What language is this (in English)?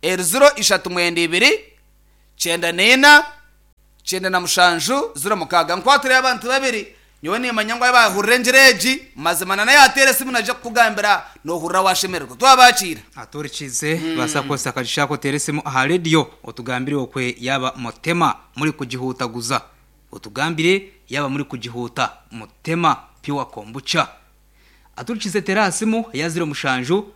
Nyankole